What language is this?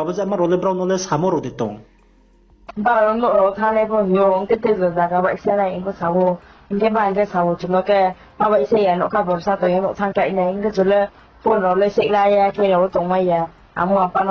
Riang (India)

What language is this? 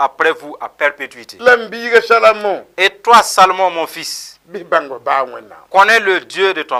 Mossi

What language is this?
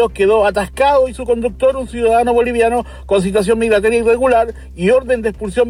Spanish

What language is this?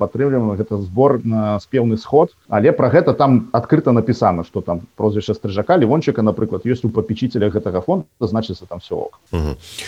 Belarusian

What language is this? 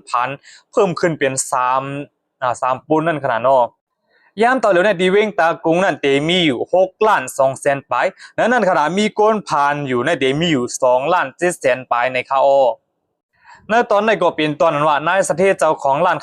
Shan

